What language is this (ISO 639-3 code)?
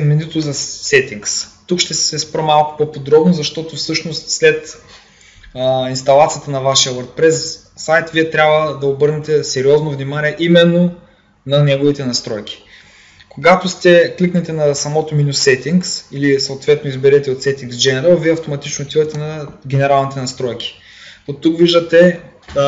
bul